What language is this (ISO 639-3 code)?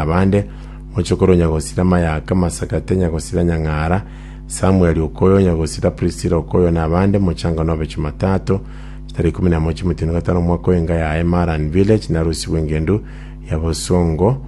guz